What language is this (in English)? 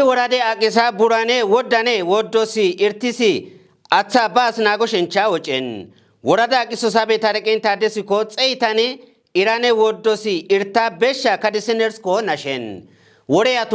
Kafa